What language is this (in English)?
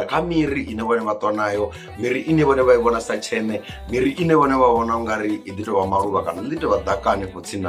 Venda